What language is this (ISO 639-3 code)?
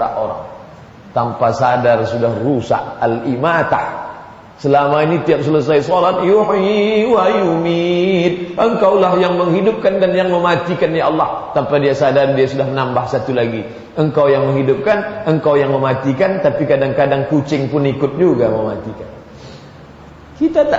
ind